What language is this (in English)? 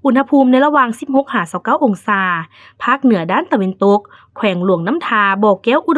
Lao